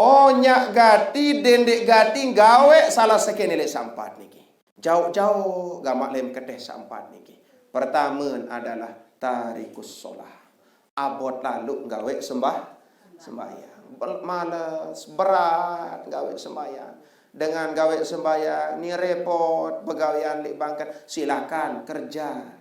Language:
Sasak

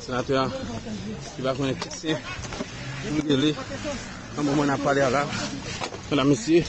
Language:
Haitian Creole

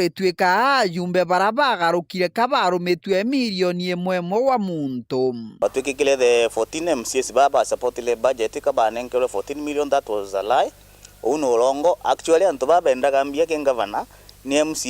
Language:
Meru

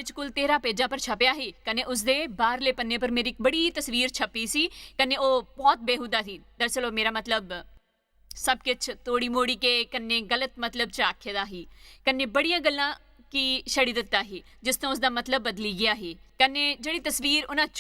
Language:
Dogri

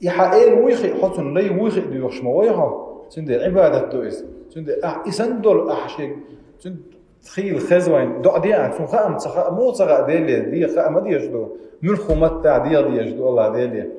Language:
Chechen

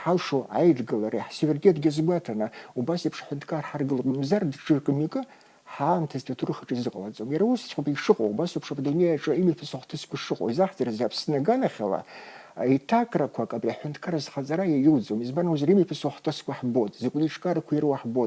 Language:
Abkhazian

